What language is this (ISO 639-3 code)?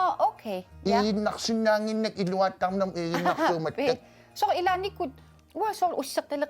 kal